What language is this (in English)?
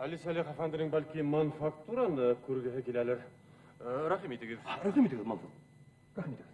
Bashkir